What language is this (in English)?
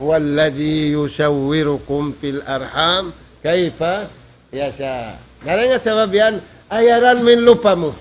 Tausug